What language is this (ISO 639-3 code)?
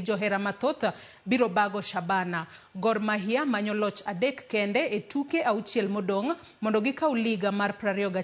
luo